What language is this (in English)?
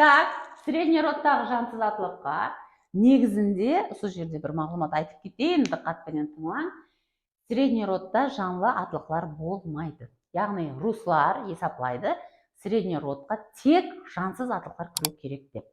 Kara-Kalpak